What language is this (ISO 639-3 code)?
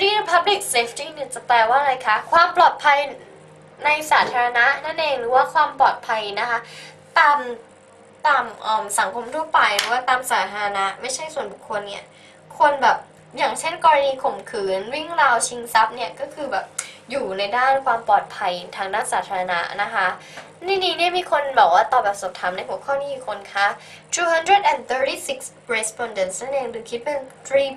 tha